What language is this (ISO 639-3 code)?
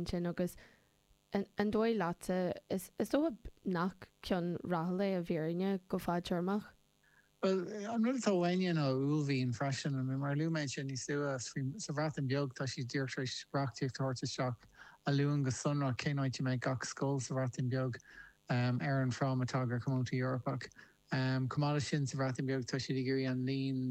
gle